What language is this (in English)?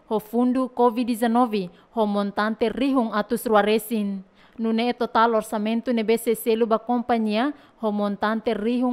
Tetum